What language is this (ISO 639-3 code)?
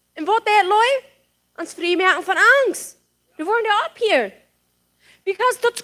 pdt